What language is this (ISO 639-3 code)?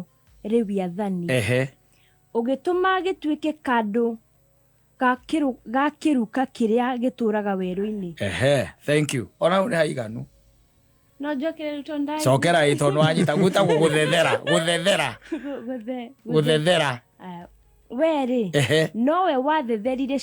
kik